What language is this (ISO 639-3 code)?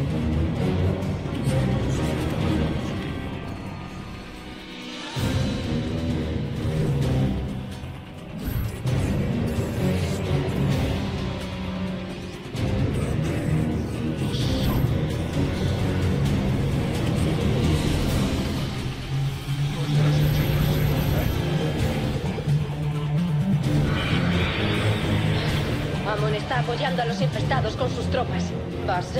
spa